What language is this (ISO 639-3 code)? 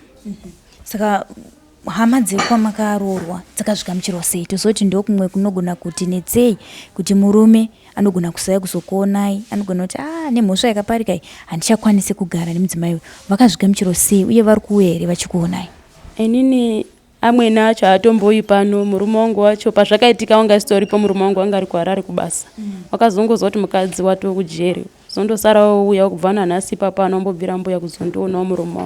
sna